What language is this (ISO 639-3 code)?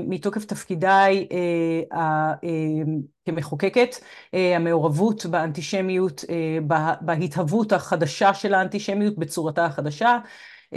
heb